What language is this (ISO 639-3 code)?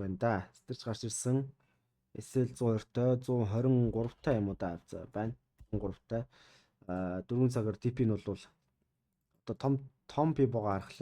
mon